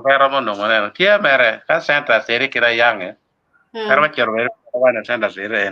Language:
Acoli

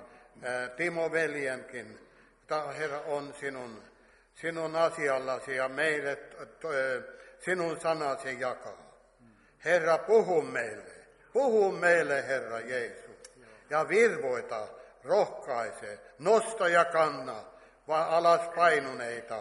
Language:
Finnish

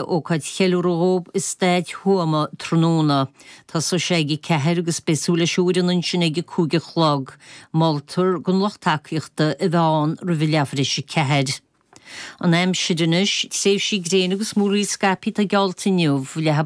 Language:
Irish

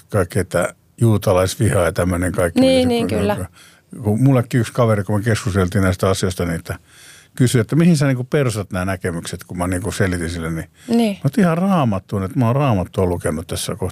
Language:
Finnish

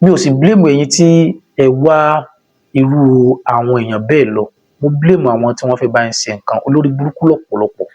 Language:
Yoruba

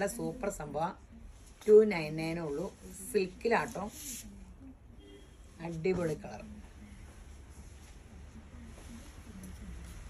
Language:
Malayalam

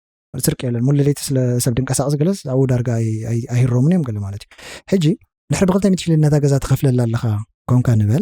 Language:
Tigrinya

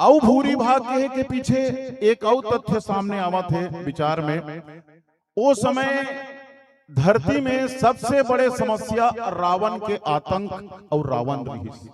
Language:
Chhattisgarhi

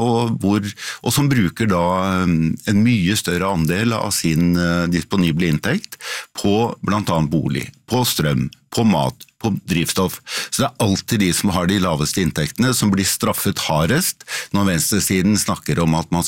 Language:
Norwegian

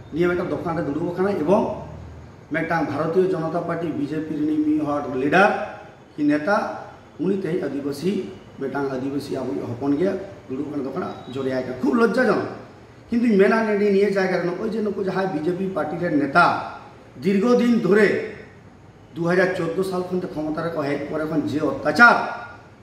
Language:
Santali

